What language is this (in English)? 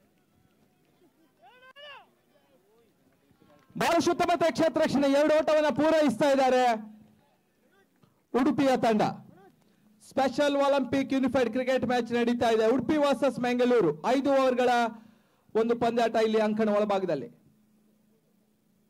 Kannada